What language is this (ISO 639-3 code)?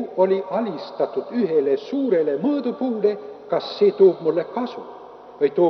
est